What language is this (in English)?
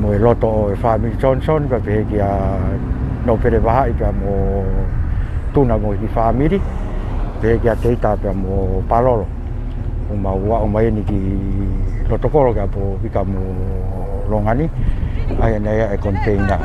Tongan